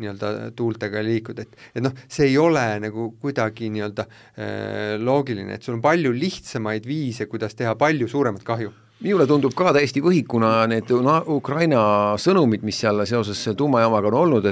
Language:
Estonian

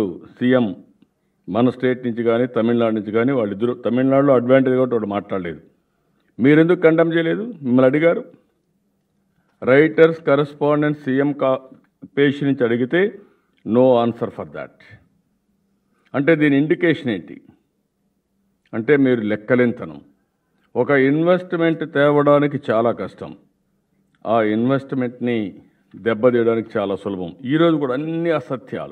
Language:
Telugu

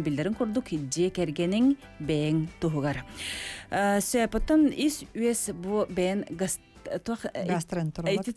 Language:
Yakut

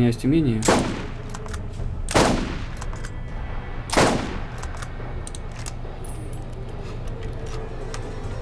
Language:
Russian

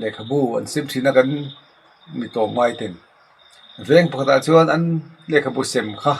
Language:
Mizo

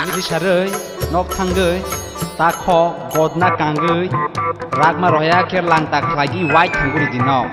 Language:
Kok Borok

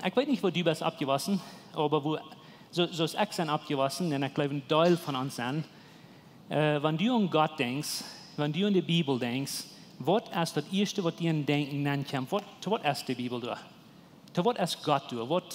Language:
Plautdietsch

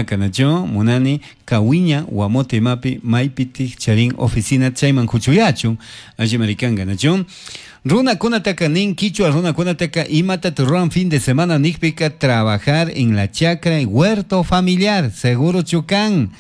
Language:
Chimborazo Highland Quichua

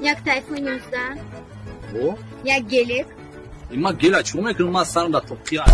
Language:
Tajik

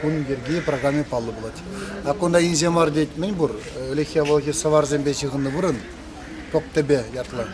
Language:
Chuvash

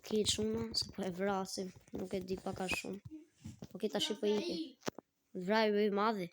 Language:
Albanian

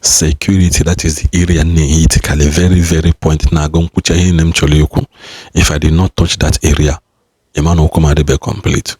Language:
Igbo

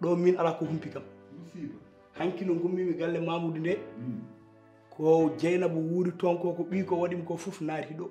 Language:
Fula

